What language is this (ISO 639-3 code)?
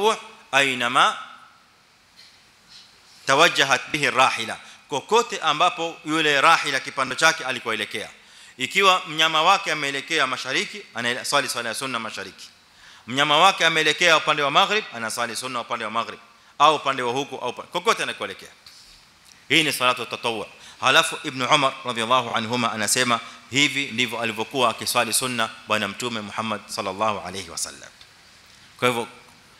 swa